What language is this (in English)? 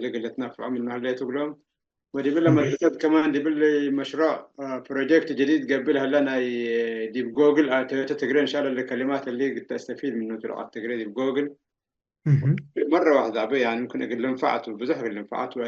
Tigre